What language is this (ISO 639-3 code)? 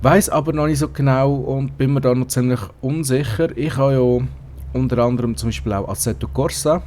gsw